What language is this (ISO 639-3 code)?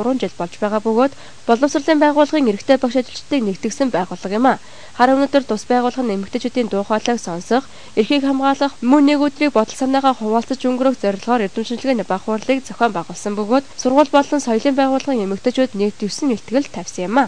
mon